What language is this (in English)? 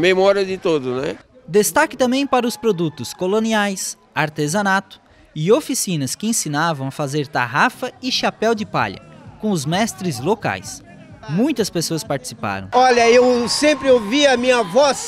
Portuguese